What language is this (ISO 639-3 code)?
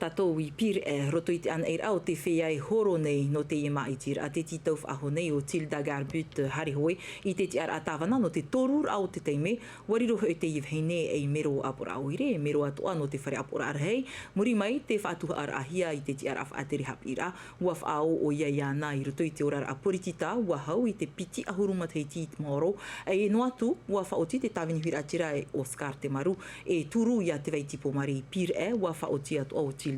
tah